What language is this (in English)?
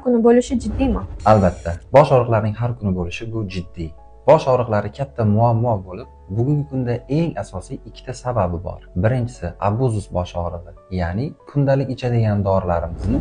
Uzbek